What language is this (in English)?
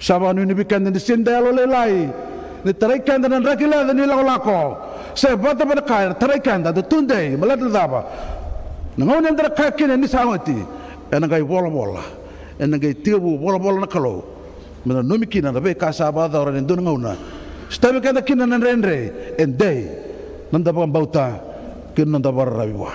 Fijian